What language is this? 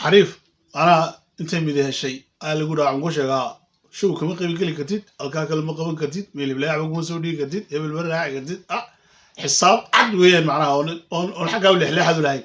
Somali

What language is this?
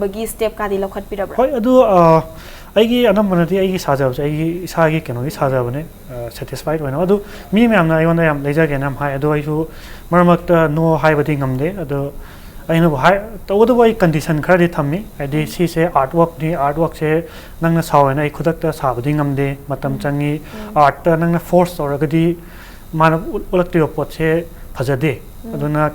Manipuri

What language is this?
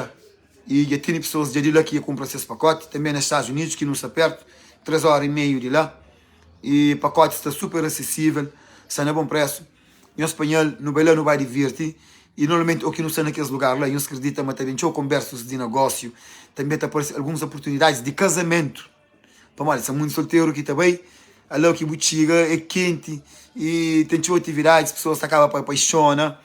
Kabuverdianu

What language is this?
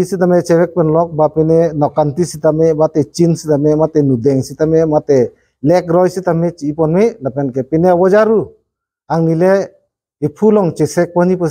Karbi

